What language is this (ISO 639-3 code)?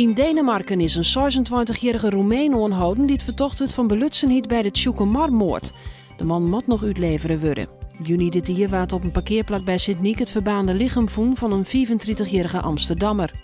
fry